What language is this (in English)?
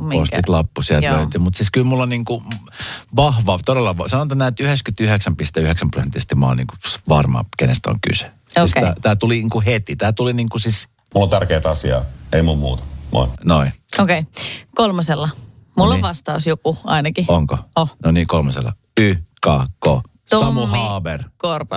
Finnish